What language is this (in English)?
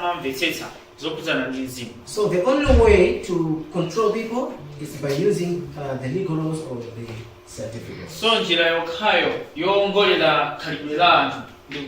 Nyanja